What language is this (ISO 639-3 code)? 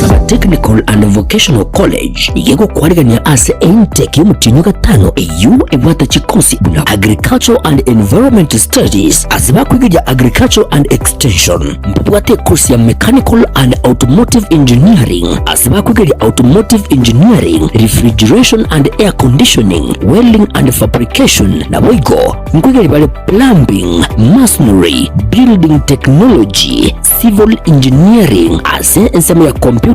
guz